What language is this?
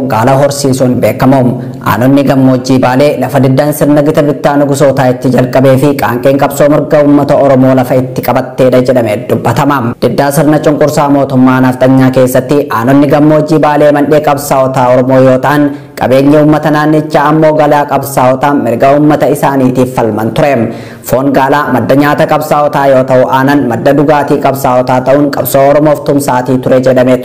Oromo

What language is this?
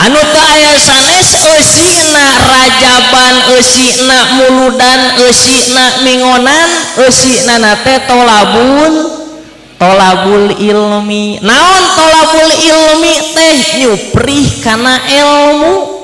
Sundanese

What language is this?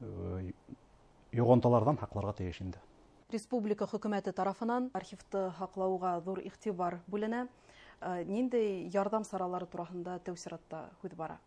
Bashkir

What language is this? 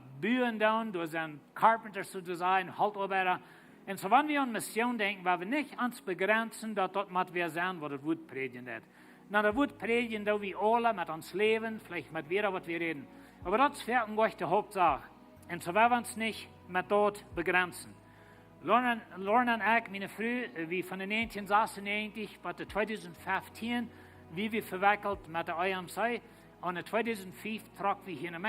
Plautdietsch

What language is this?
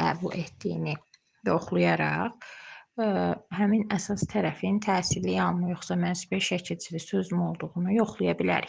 Azerbaijani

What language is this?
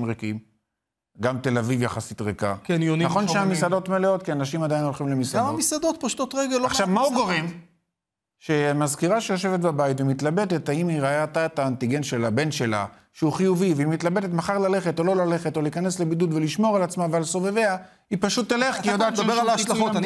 Hebrew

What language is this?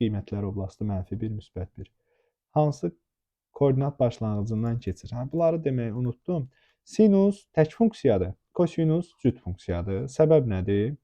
Azerbaijani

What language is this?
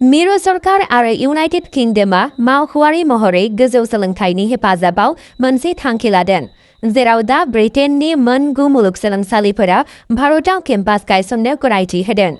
Bodo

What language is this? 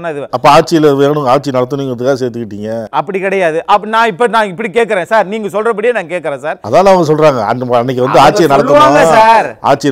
Tamil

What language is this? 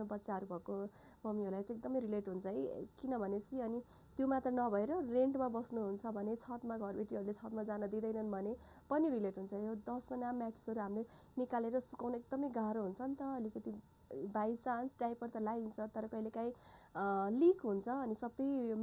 Nepali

